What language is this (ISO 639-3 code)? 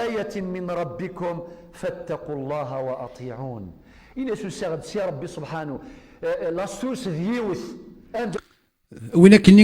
kab